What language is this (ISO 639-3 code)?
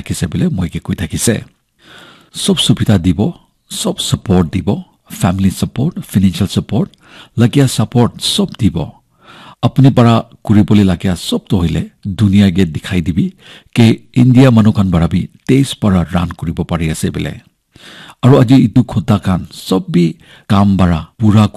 nag